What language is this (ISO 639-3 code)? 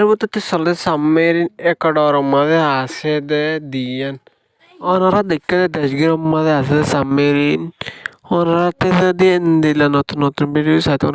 rhg